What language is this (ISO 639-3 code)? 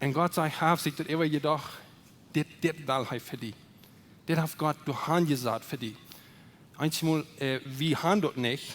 pdt